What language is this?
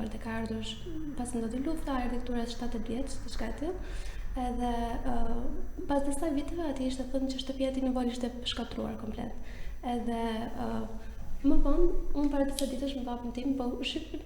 Albanian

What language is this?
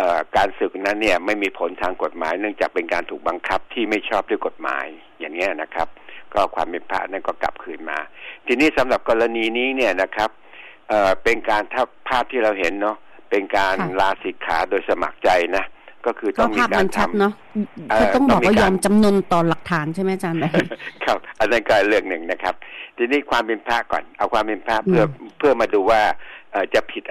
Thai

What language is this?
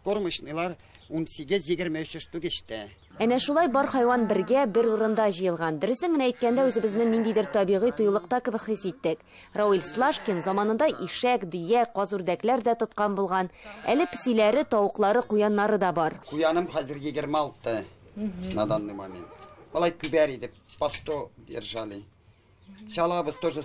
Tatar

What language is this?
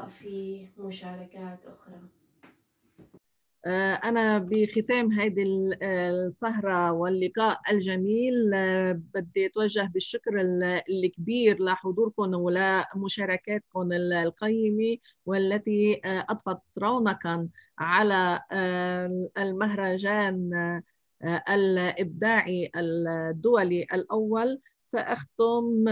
Arabic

